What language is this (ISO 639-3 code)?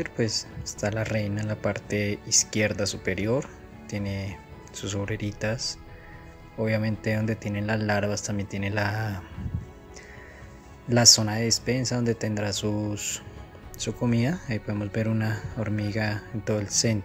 spa